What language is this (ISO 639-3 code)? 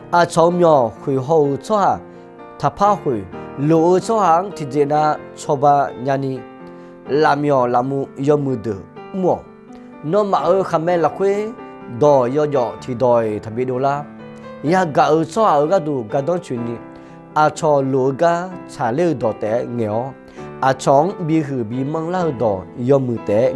ahk